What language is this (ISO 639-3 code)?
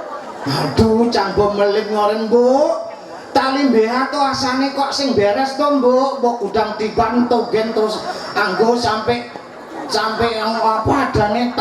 ban